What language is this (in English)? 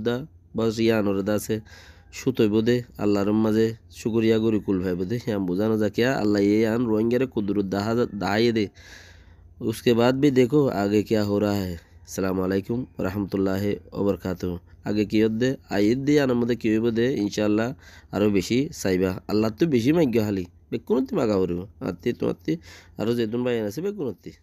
Rohingya